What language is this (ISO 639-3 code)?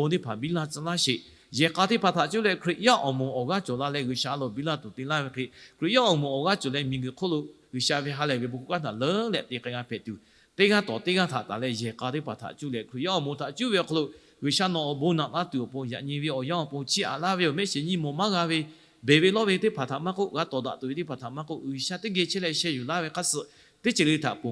lhu